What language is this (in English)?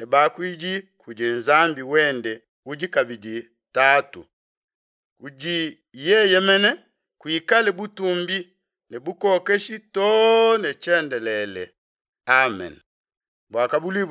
Luba-Lulua